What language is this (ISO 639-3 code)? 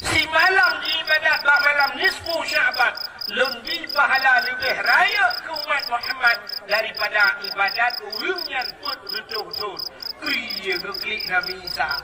ace